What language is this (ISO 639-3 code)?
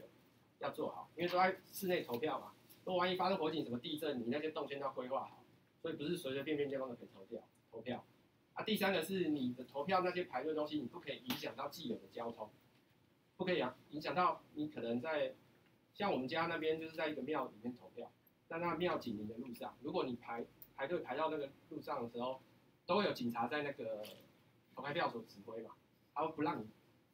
zho